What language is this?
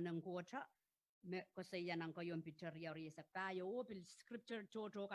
Pohnpeian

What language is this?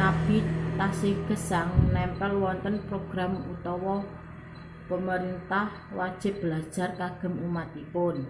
Javanese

